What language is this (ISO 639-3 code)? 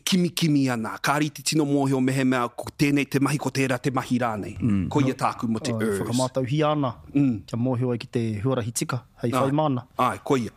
mri